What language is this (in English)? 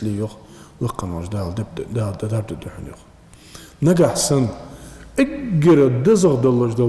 Ingush